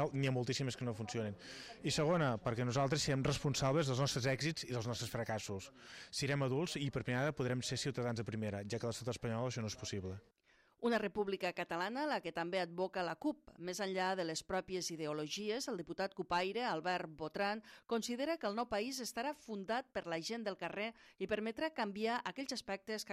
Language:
Catalan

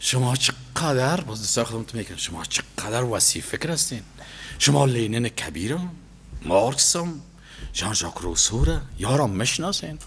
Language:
Persian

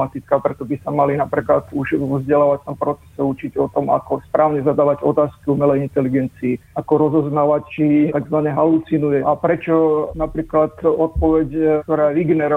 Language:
Slovak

